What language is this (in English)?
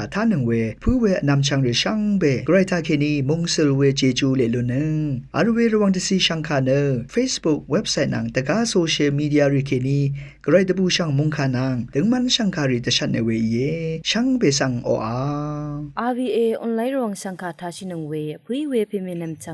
Rawang